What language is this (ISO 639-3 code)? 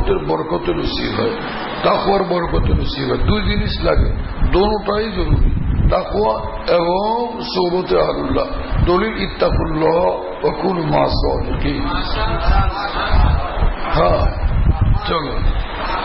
ben